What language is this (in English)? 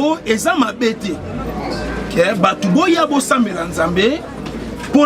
Lingala